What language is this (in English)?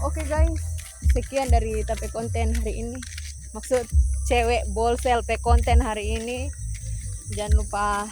Manado Malay